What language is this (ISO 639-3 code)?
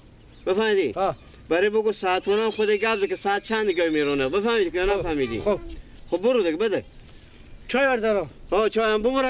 fas